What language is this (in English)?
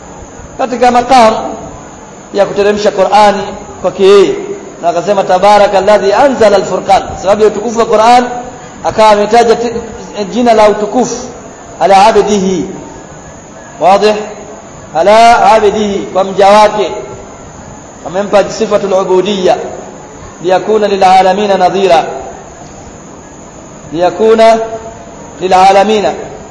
Swahili